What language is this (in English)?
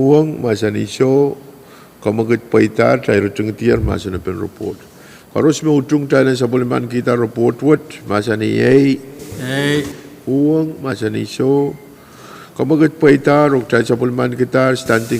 Pohnpeian